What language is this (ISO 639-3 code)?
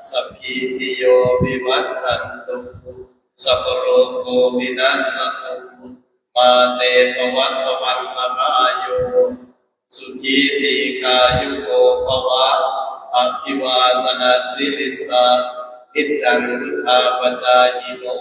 pli